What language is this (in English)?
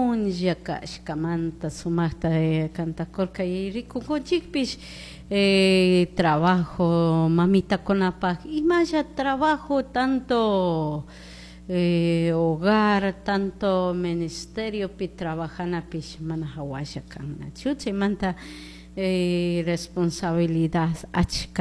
Chimborazo Highland Quichua